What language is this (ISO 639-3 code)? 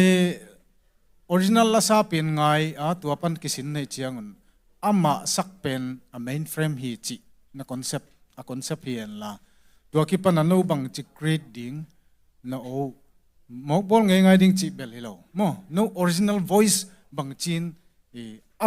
ctd